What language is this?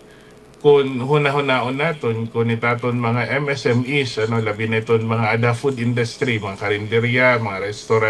Waray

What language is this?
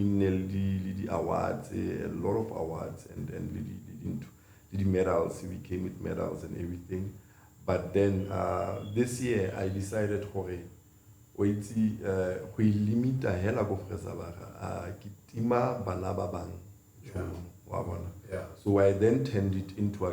Tswana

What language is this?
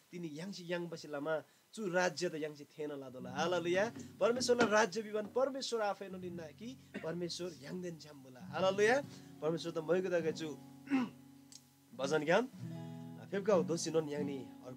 Eastern Tamang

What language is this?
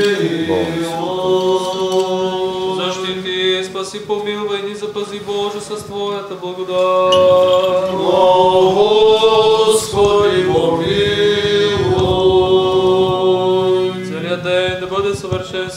Bulgarian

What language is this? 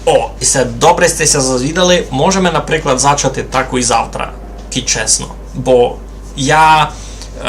Rusyn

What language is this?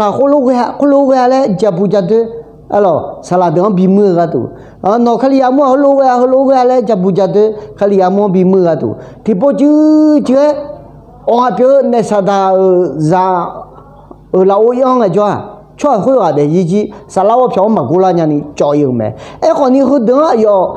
Akha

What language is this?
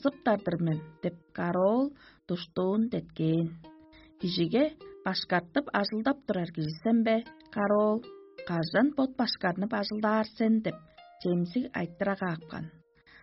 Tuvinian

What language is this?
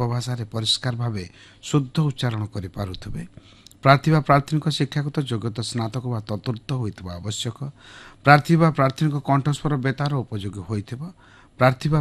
Odia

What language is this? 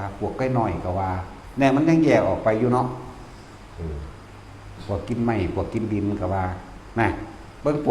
Northeastern Thai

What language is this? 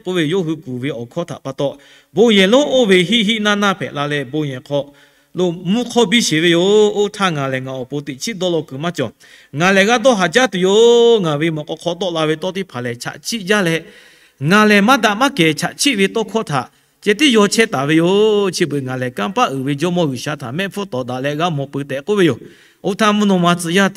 Lahu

